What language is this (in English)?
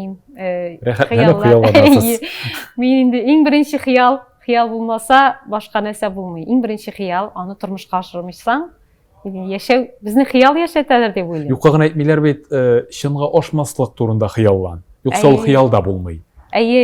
Tatar